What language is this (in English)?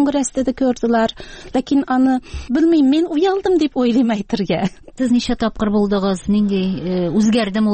Tatar